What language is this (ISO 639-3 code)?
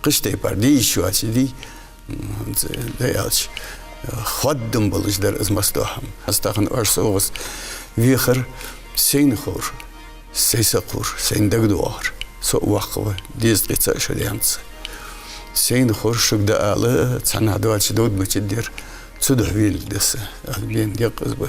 inh